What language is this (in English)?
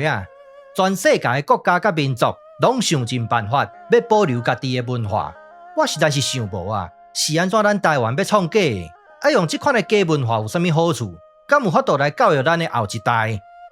Min Nan Chinese